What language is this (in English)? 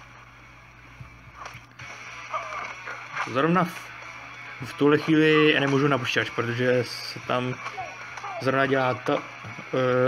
Czech